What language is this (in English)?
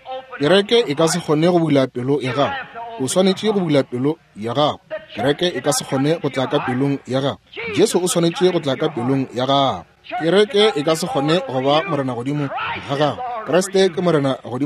Northern Sotho